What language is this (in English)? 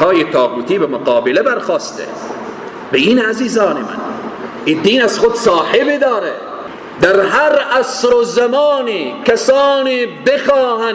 Persian